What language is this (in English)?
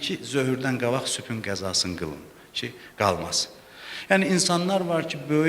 Azerbaijani